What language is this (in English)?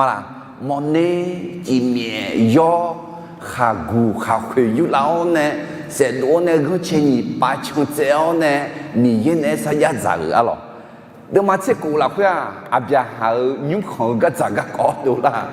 Akha